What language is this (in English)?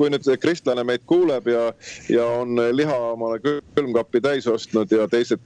Estonian